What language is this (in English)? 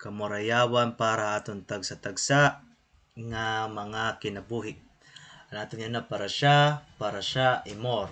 Waray